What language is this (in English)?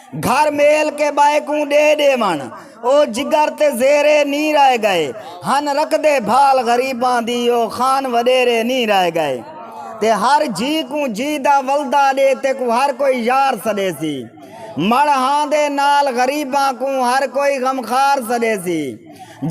Saraiki